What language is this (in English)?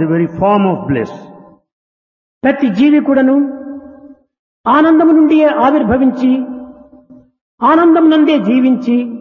Telugu